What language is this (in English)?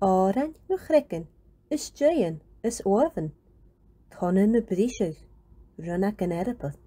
Scottish Gaelic